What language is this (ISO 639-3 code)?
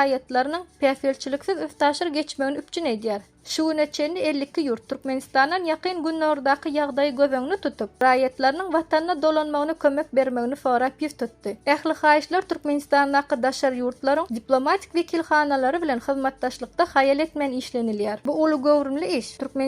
tuk